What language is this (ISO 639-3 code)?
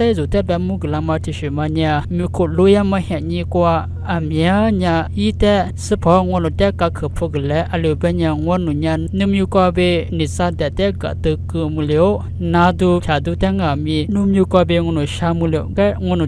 lis